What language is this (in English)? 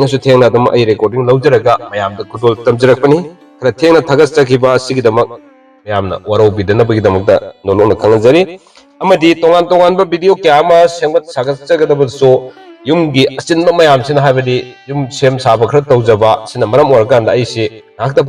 Manipuri